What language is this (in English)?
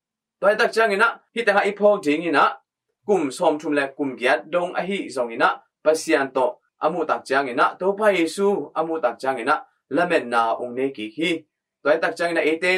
Tedim Chin